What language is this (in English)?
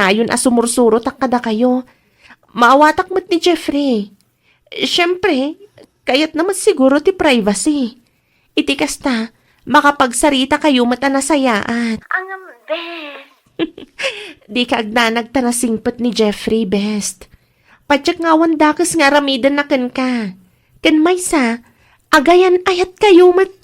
Iloko